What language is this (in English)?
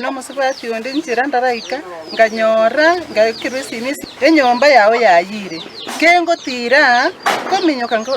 Gusii